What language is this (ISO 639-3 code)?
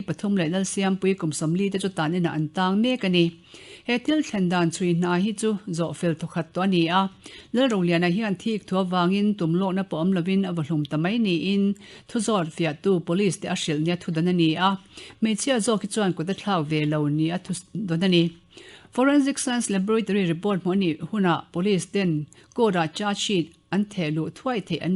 lus